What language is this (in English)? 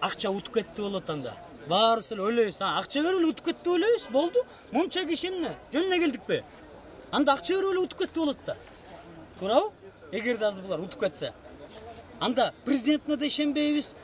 Kyrgyz